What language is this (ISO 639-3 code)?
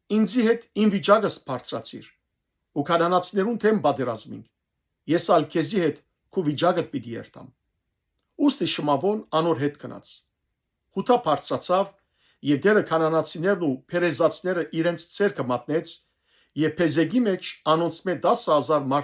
hyw